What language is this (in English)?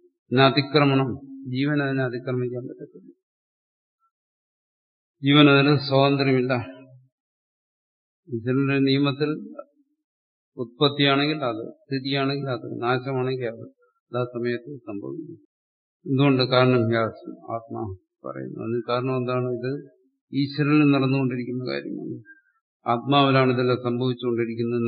Malayalam